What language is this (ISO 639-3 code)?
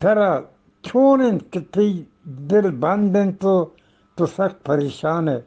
bgp